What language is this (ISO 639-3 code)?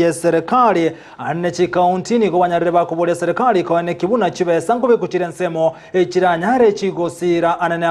guz